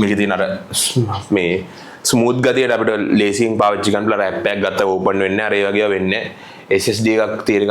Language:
Sinhala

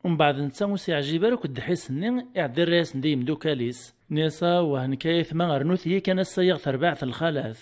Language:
Kabyle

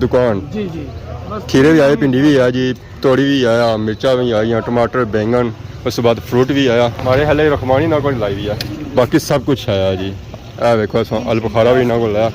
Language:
Pahari-Potwari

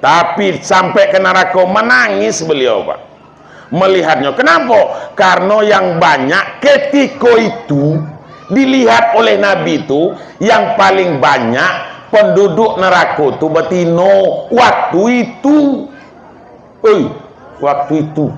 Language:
Minangkabau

